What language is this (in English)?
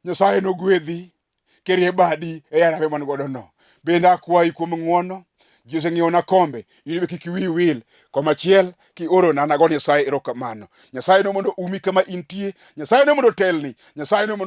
Luo (Kenya and Tanzania)